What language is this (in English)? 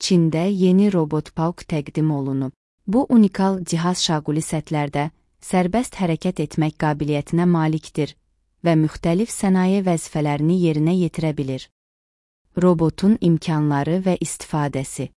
Azerbaijani